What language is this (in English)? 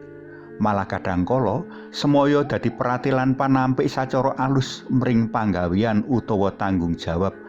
Javanese